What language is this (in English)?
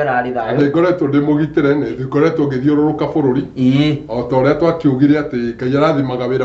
Kikuyu